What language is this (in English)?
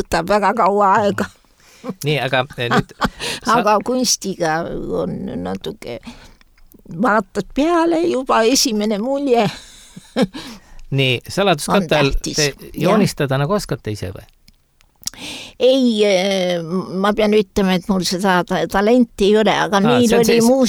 Estonian